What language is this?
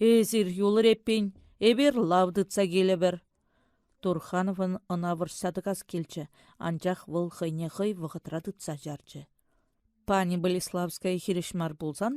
Chuvash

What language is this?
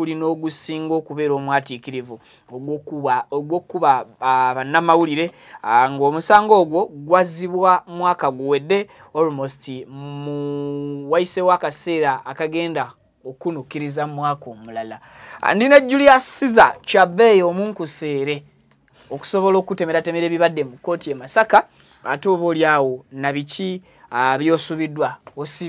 Ganda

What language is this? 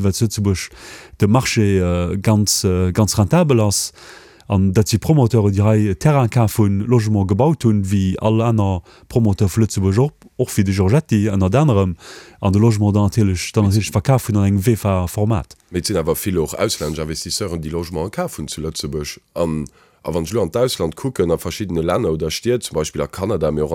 Luxembourgish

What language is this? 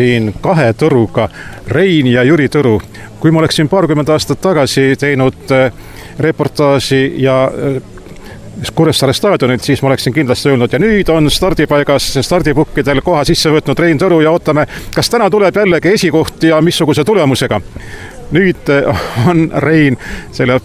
Estonian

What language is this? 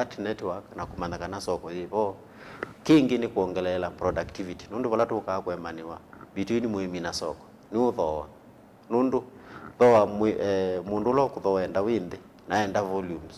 Kamba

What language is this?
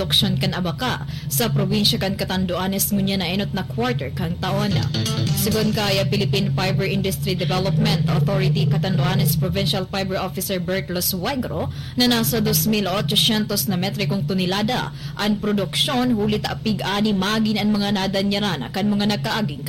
Bikol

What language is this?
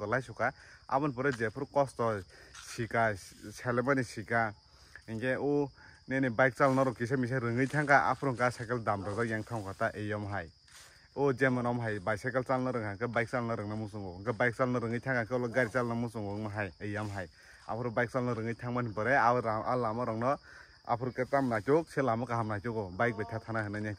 Kok Borok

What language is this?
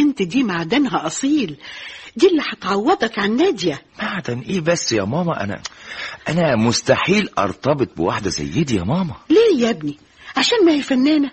Egyptian Arabic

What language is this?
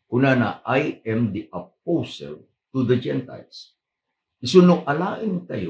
Iloko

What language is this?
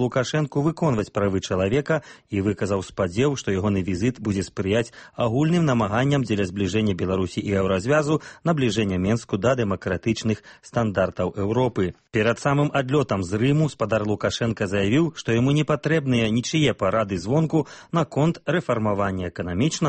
Belarusian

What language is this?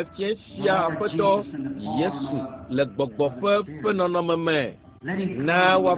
Ewe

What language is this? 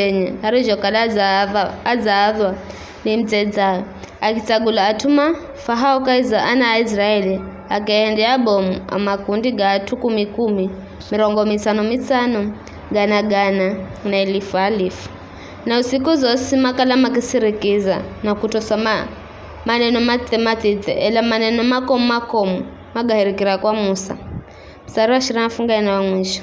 Giryama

